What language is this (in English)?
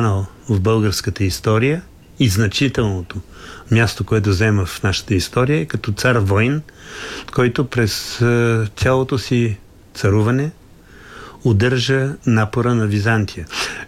Bulgarian